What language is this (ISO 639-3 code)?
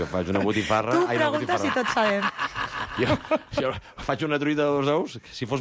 cat